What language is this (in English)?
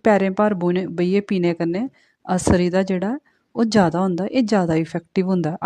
Dogri